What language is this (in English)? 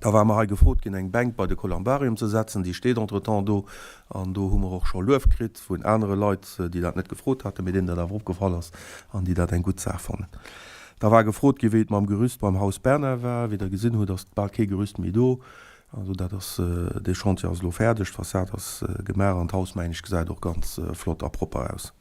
Luxembourgish